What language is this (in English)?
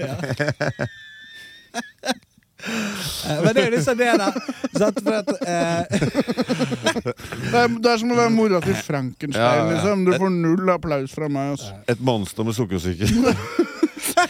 Norwegian